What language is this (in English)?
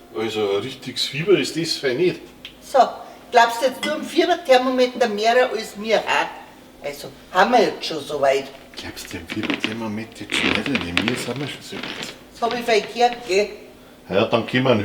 Bavarian